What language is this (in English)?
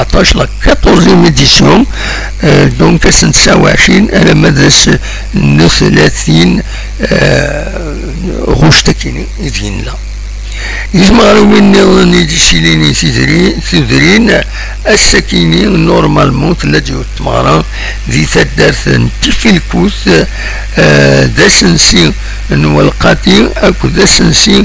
Kabyle